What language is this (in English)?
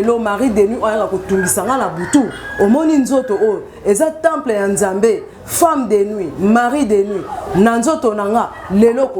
Lingala